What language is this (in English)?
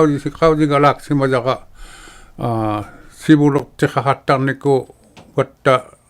Inuktitut